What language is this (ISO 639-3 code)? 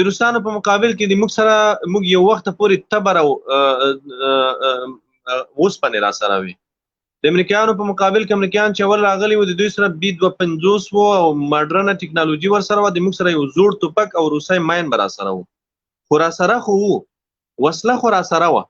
pus